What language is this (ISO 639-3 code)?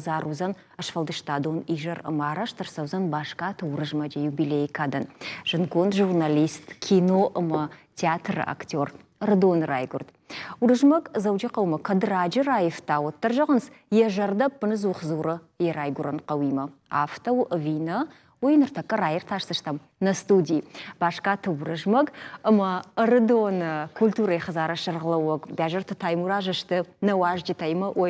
oss